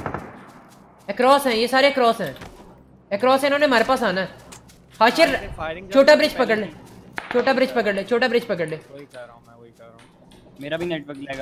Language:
Hindi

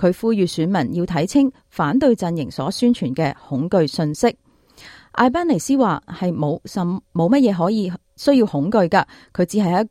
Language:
Cantonese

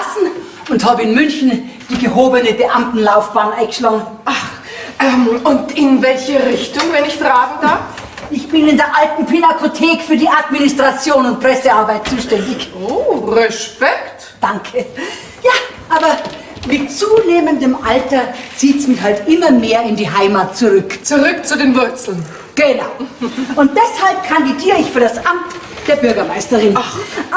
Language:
Bavarian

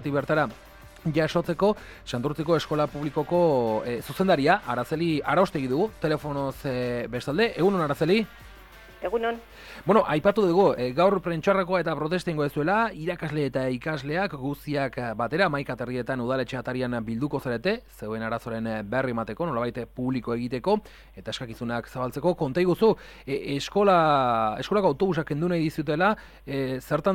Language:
Basque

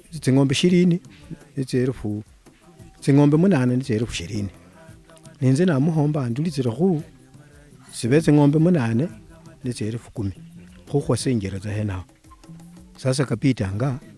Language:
Luyia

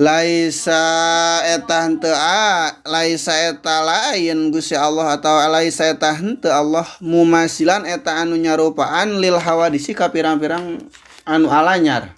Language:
Sundanese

